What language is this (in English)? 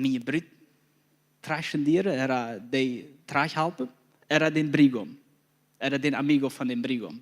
Plautdietsch